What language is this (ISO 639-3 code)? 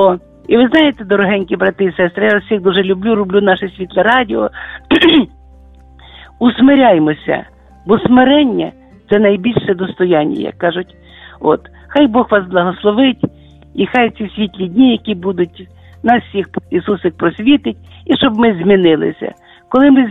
ukr